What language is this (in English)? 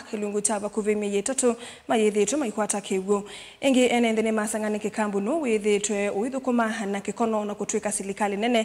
Kamba